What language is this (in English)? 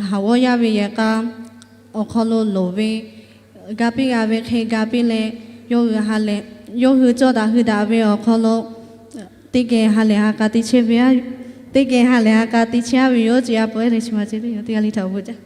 Lahu